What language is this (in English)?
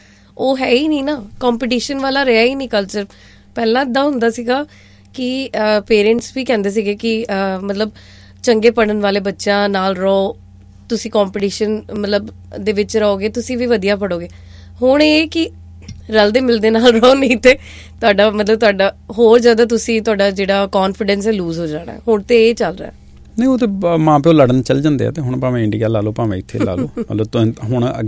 Punjabi